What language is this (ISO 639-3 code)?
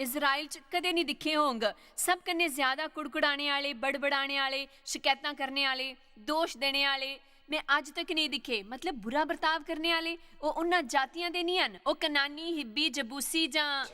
doi